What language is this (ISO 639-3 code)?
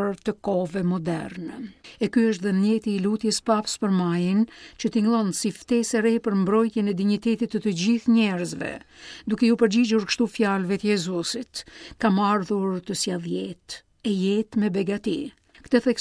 sqi